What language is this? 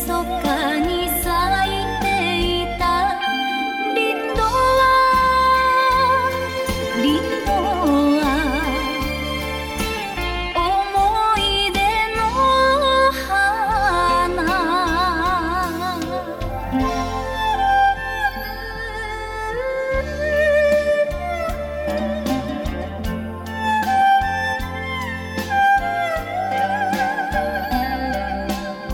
Japanese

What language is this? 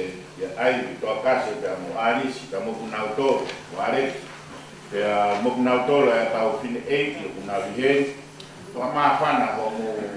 Tongan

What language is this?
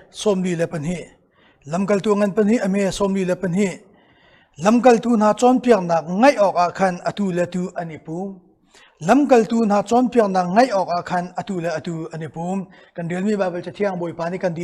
Hakha Chin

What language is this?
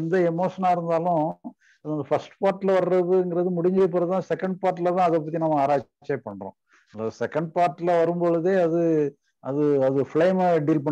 Tamil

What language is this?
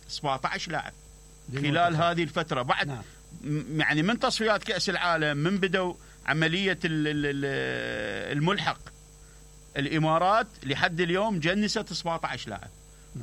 Mesopotamian Arabic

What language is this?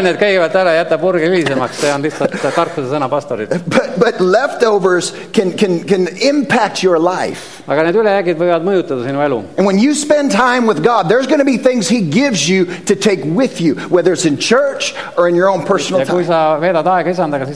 Estonian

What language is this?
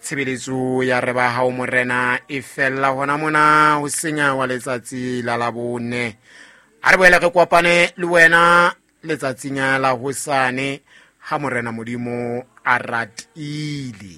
Southern Sotho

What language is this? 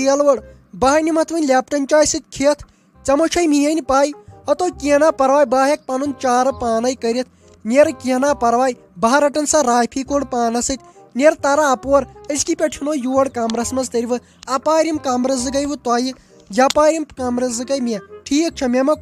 Kashmiri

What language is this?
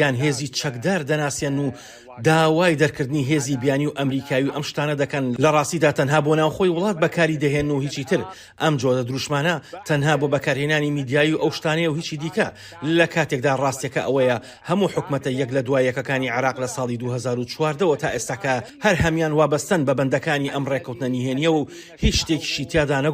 Central Kurdish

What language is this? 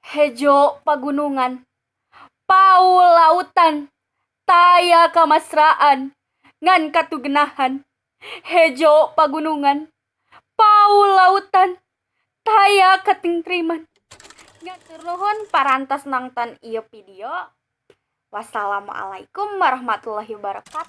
Sundanese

